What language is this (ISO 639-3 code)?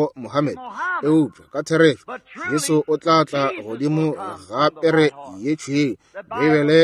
nso